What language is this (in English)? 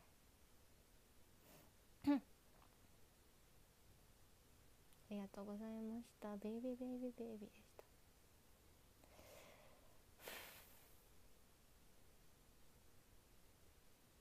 Japanese